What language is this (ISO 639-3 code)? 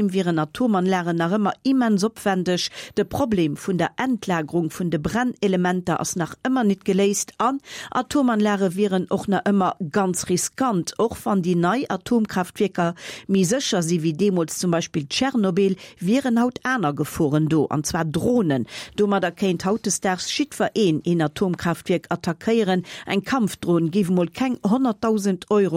ltz